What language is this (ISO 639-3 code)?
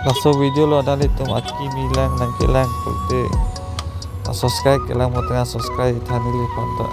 mjw